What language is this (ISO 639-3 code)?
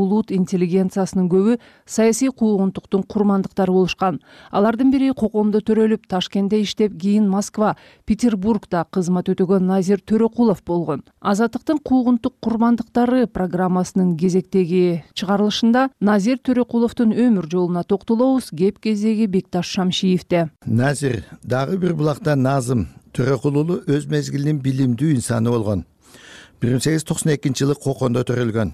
kir